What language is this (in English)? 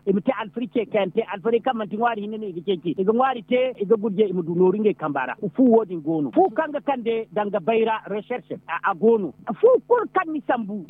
Zarma